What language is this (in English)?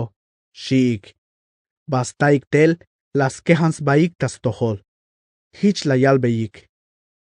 Tzeltal